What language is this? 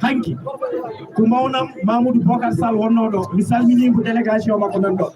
Fula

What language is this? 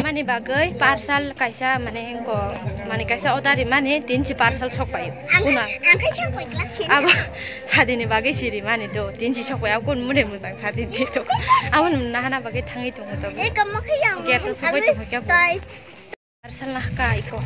Kok Borok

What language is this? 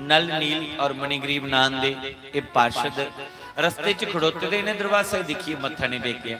Dogri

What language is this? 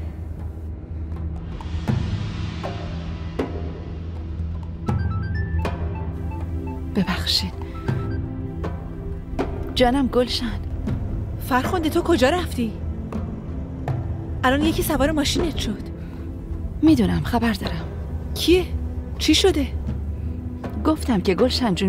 Persian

